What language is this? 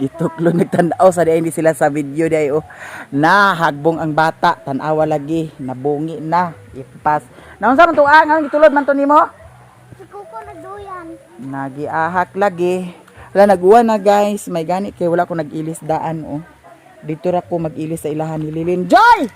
Cebuano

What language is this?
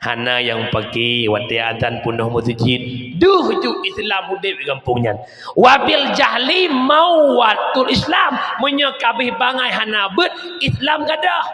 Achinese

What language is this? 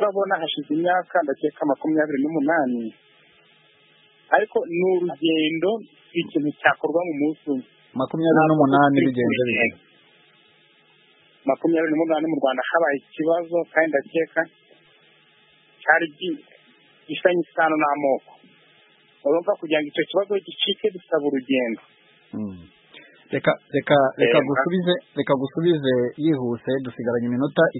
Kinyarwanda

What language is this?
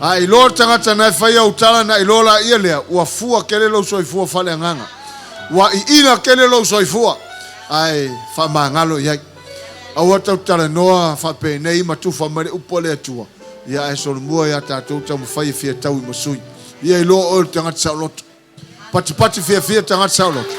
Samoan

